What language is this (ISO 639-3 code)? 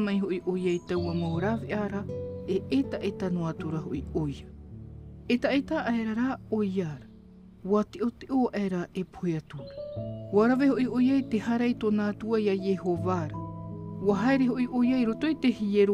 tah